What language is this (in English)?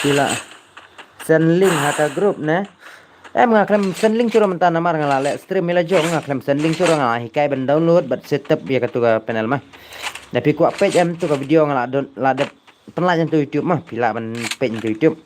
Khasi